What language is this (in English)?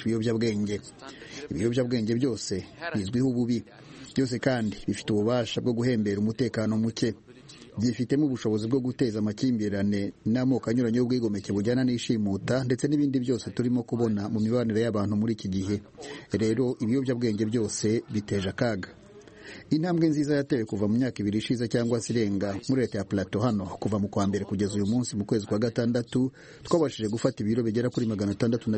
Kinyarwanda